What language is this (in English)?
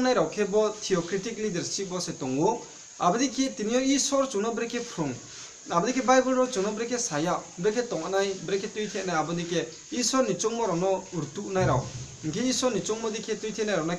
Riang (India)